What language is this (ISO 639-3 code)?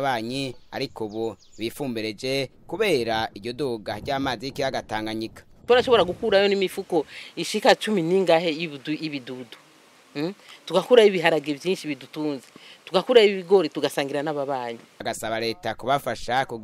run